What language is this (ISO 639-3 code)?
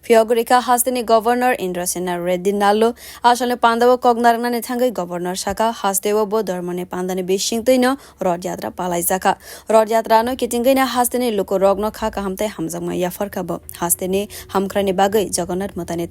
trp